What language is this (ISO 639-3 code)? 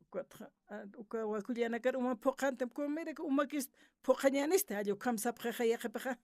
aym